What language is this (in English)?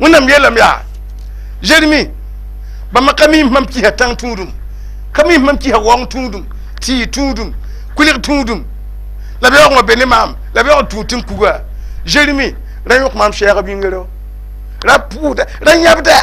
Mossi